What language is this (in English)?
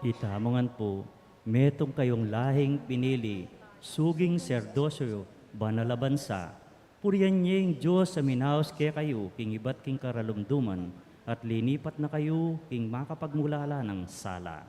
Pampanga